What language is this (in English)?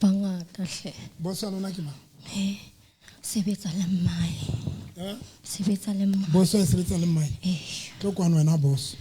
Southern Sotho